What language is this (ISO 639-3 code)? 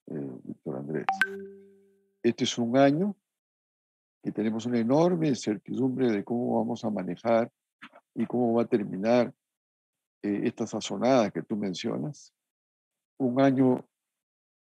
spa